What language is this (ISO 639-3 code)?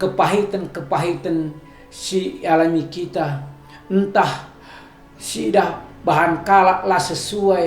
btx